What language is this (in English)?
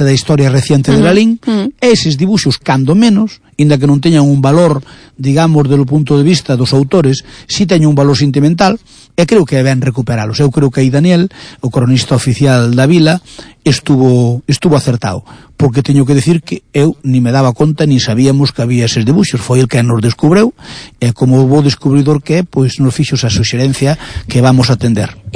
Galician